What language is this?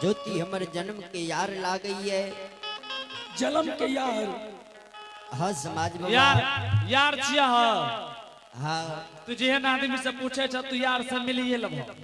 Angika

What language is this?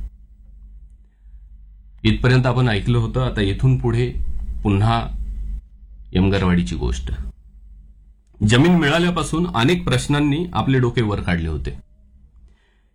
Marathi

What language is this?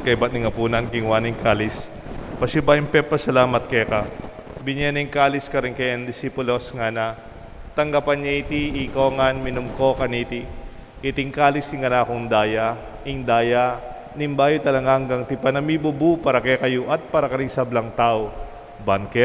Pampanga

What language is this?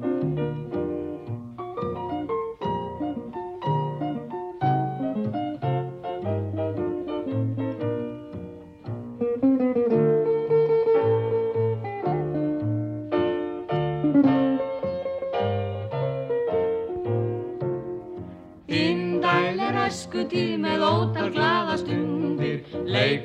Icelandic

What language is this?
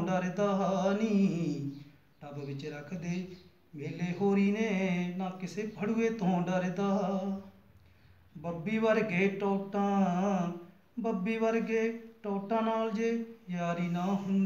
Punjabi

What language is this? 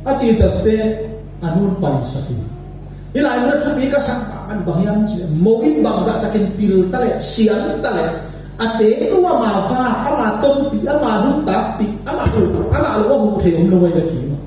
Tedim Chin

